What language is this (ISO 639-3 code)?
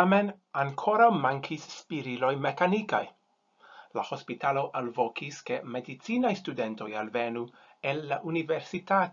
epo